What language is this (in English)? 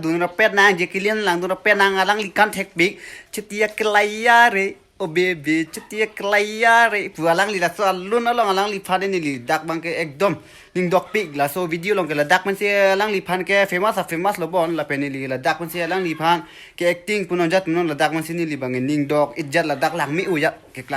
Karbi